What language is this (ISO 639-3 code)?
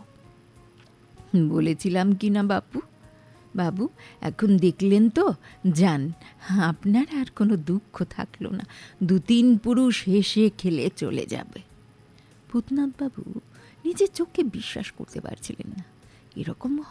ben